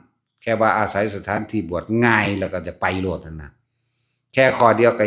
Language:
Northeastern Thai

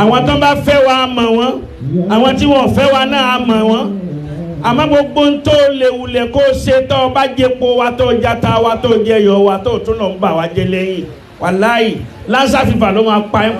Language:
Yoruba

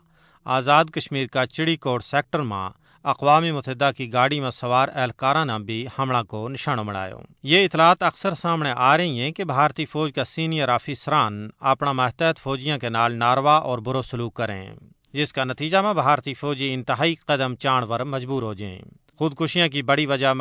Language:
Gujari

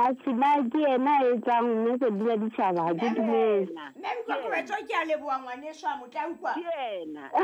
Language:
Southern Sotho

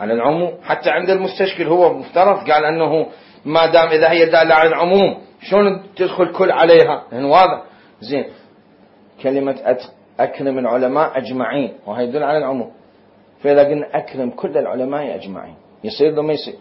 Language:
Mesopotamian Arabic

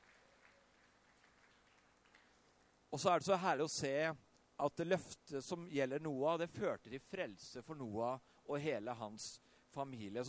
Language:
Norwegian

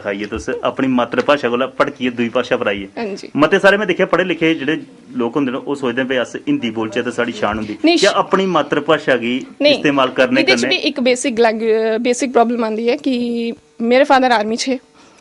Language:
Dogri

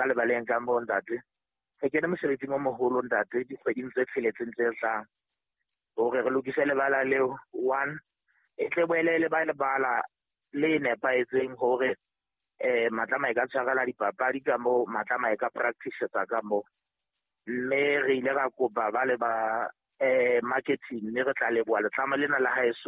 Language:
Southern Sotho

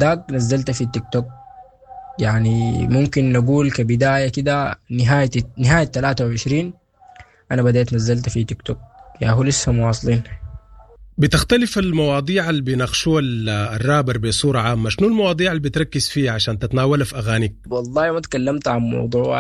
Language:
Sudanese Arabic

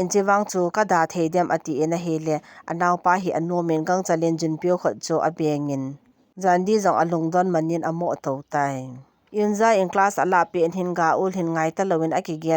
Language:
Thado Chin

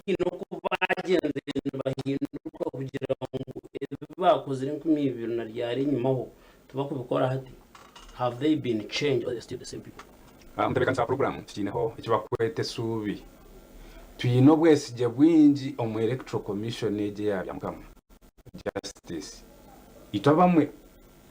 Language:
Nyankole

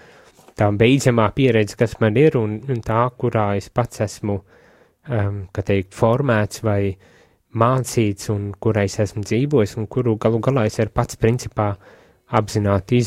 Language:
Latvian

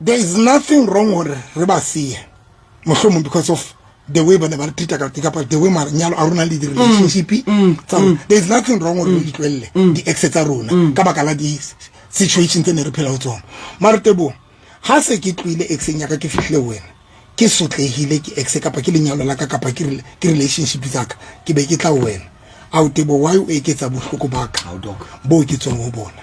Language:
Southern Sotho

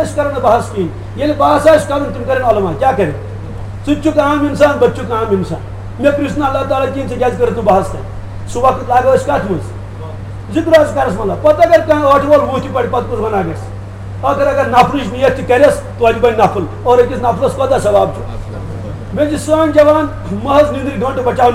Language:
Kashmiri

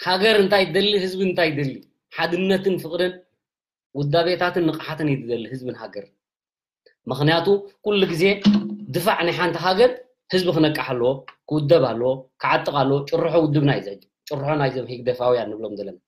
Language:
Tigrinya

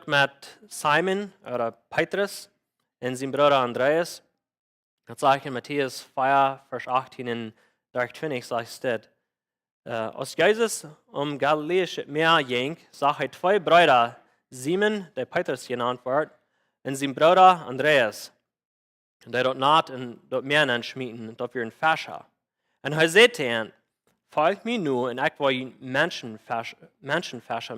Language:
Plautdietsch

